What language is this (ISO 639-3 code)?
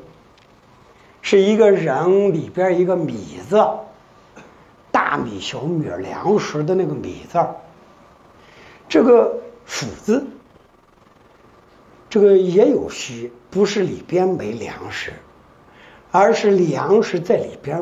zho